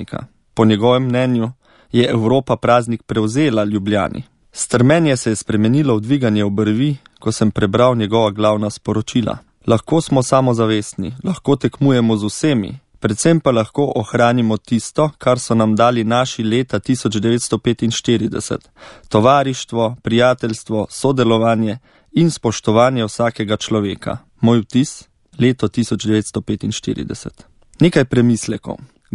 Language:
Slovenian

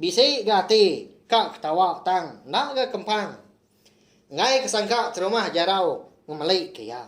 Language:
Iban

